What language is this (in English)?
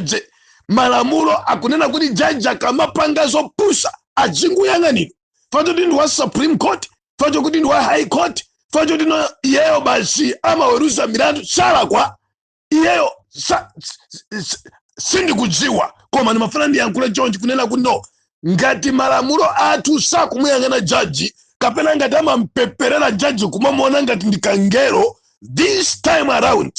Nyanja